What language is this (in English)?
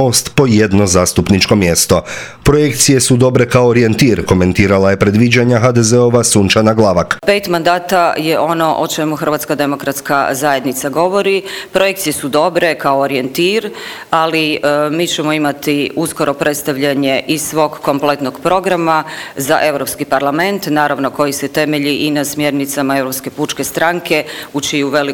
Croatian